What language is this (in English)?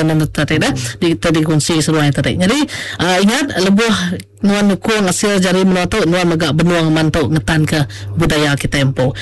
Iban